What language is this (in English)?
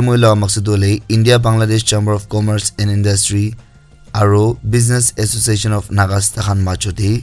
Naga Pidgin